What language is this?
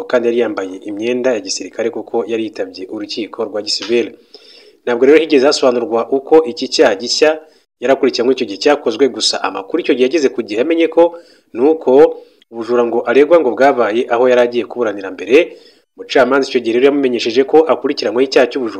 Kinyarwanda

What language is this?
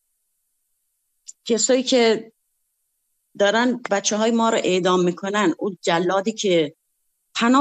Persian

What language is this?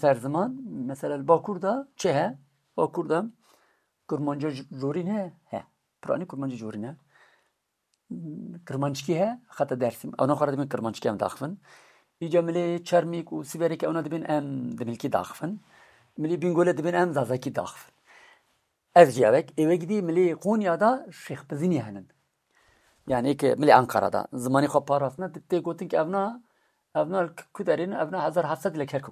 Kurdish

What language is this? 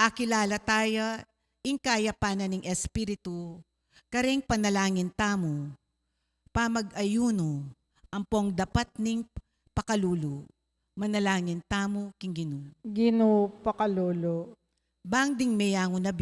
Pampanga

